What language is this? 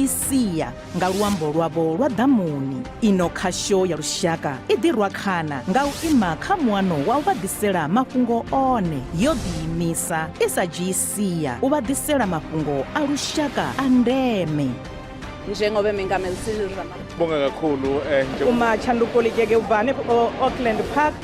Venda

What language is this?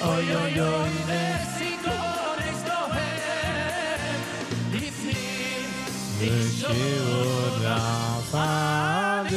Yiddish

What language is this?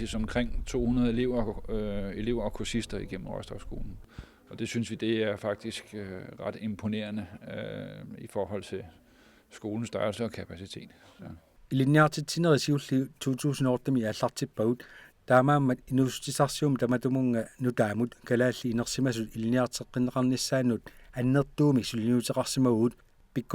Kalaallisut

